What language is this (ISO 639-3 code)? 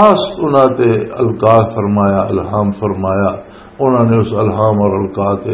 lah